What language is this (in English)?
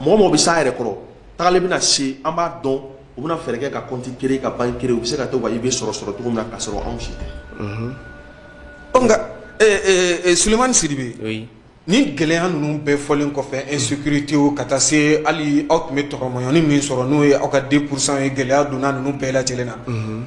Bambara